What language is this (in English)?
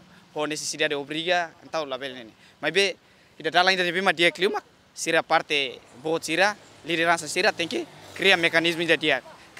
Tetum